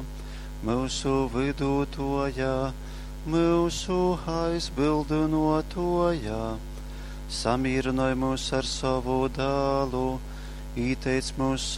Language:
Latgalian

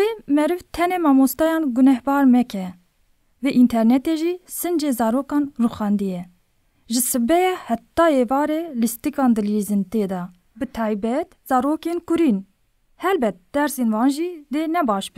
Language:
Kurdish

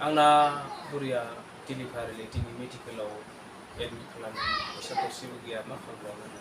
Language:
Bodo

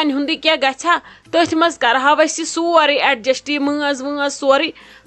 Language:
Kashmiri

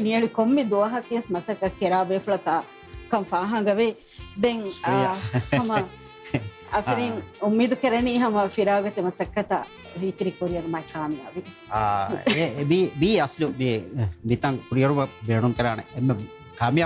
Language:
Divehi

